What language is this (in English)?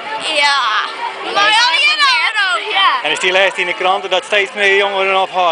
Western Frisian